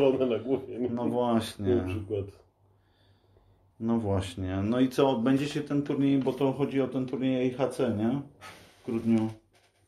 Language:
Polish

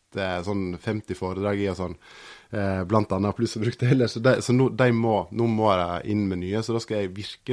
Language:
Norwegian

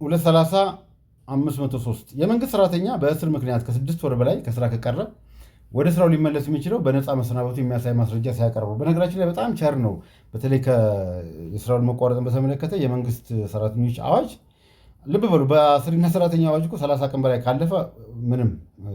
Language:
Amharic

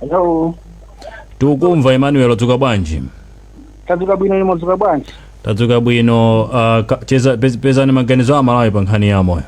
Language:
Nyanja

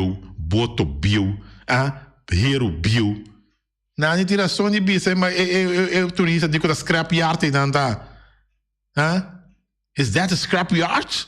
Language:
Papiamento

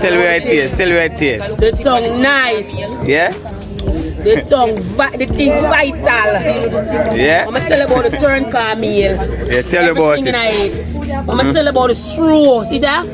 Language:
Jamaican Creole English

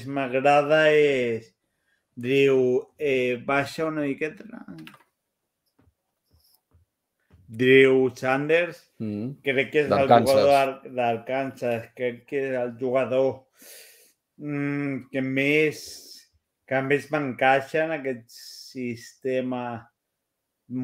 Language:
Catalan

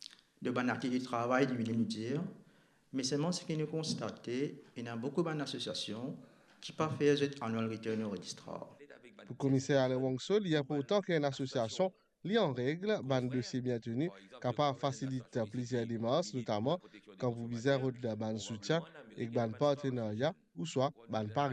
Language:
Morisyen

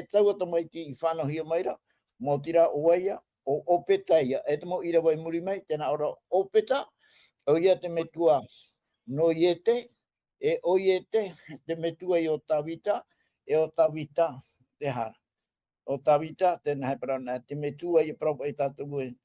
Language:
Tahitian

